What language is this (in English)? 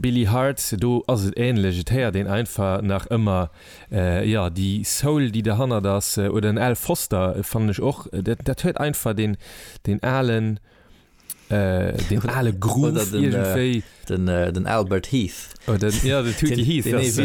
Luxembourgish